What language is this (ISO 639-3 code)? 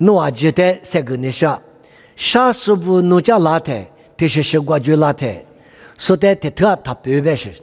lis